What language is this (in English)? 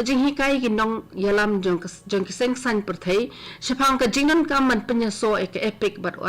Khasi